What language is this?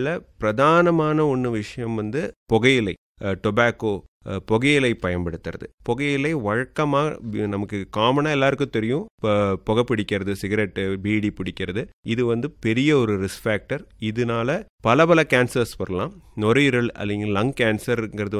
Tamil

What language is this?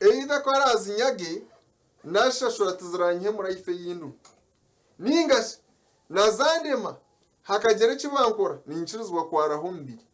Nyankole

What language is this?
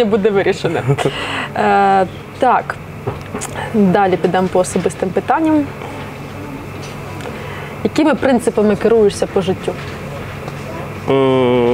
Ukrainian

